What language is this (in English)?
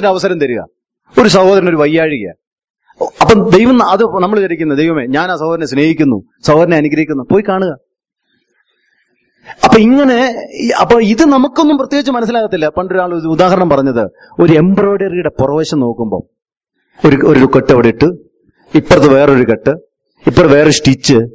Malayalam